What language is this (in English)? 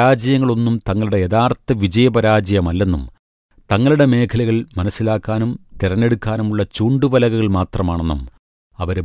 Malayalam